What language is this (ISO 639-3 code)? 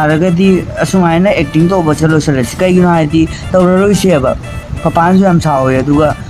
mni